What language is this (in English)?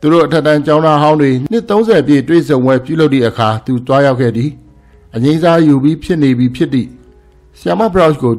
Burmese